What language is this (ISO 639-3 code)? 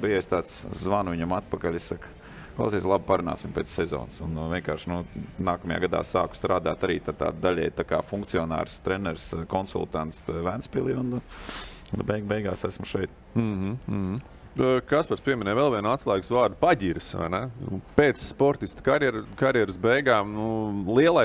lav